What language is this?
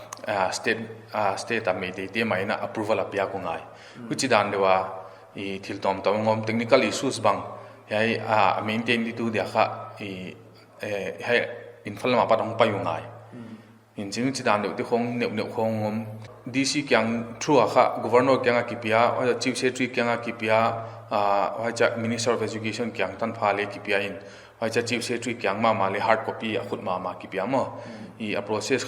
Paite Chin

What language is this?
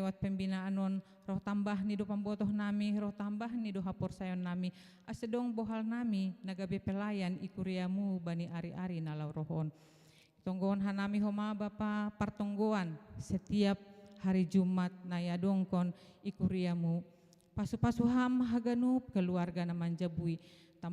Batak Simalungun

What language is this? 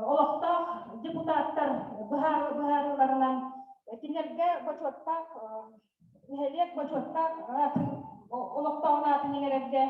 Yakut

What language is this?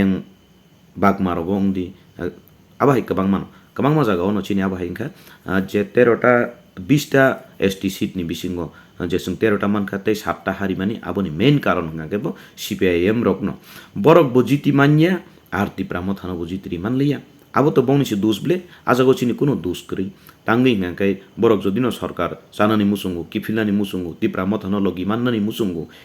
Kok Borok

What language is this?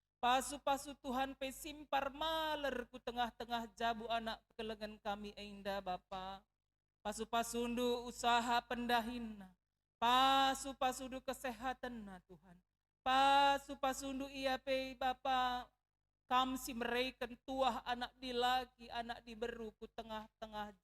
Batak Karo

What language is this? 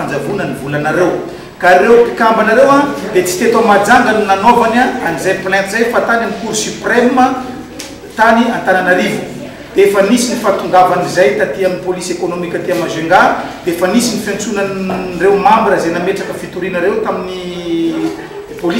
Malagasy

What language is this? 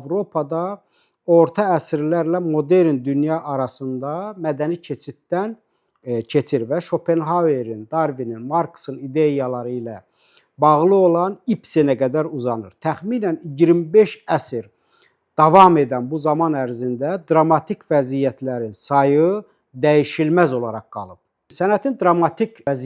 Azerbaijani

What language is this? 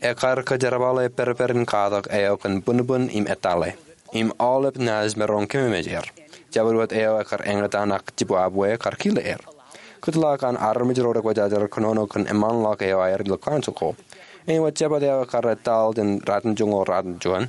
Marshallese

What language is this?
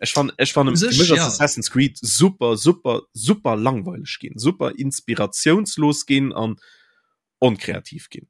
Luxembourgish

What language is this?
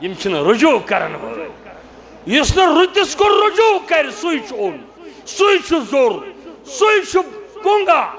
Kashmiri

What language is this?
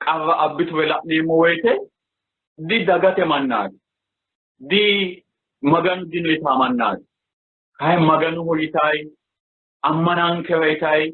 Sidamo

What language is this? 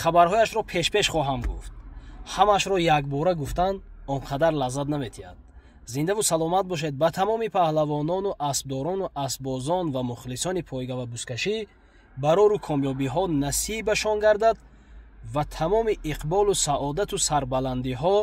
Tajik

